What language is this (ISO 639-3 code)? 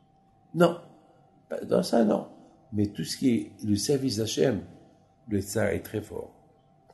fra